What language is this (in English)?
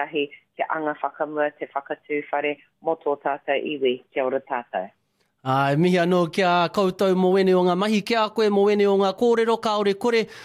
Māori